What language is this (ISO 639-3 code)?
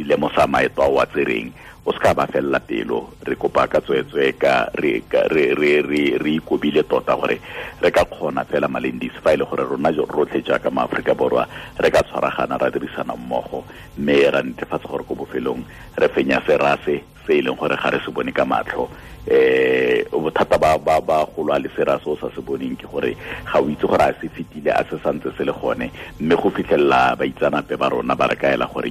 tsn